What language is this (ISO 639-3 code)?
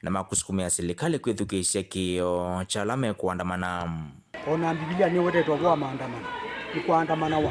kam